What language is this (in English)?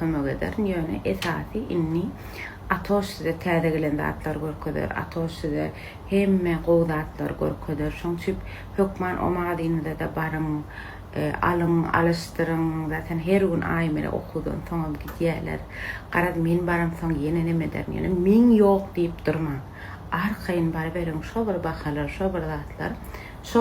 Turkmen